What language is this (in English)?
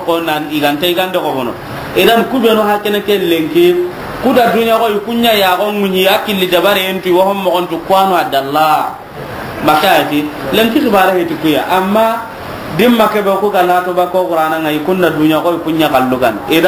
Soninke